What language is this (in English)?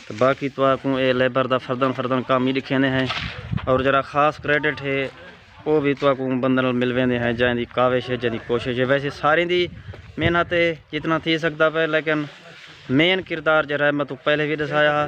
Saraiki